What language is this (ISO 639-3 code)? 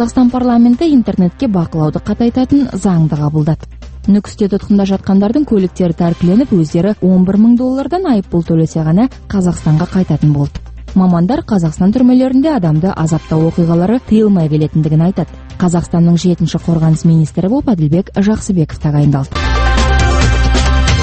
kaz